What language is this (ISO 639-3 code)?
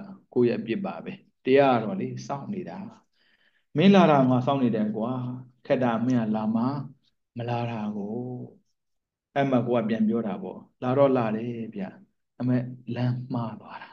mya